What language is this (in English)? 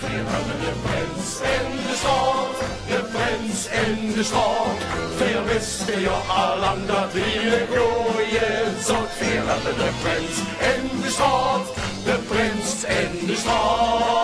Limburgish